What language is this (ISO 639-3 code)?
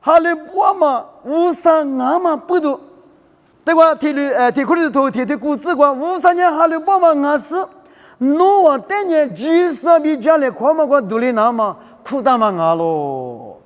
lis